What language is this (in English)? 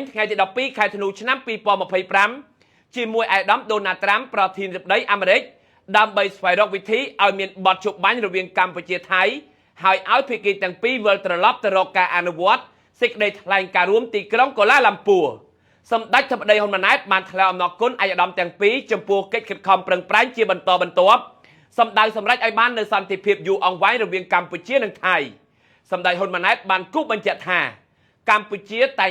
Khmer